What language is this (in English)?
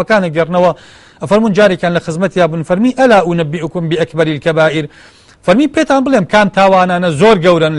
Central Kurdish